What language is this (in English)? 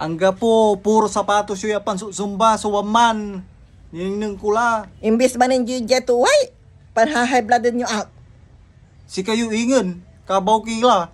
Pangasinan